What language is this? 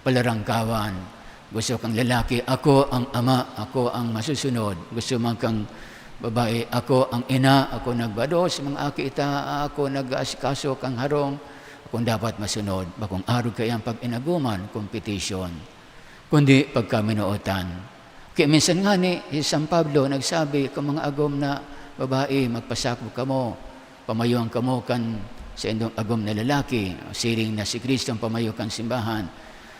Bikol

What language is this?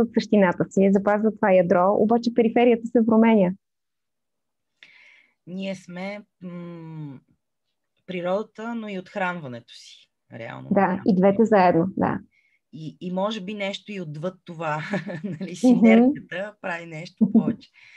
Bulgarian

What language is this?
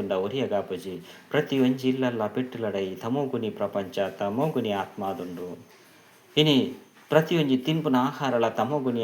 Tulu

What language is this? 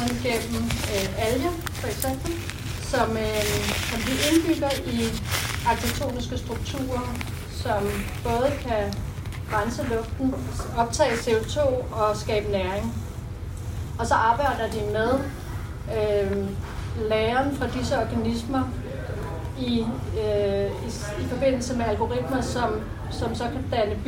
Danish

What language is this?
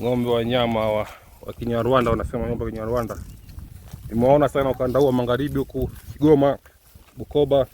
Swahili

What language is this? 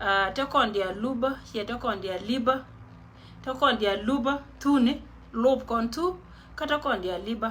Nuer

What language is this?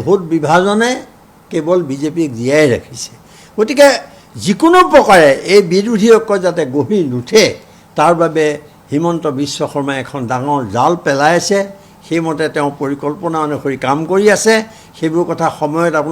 Assamese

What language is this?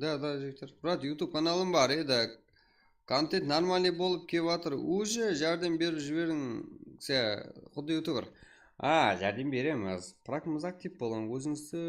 Kara-Kalpak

